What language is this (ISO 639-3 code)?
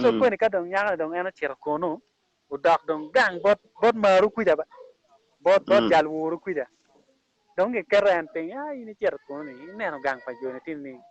ach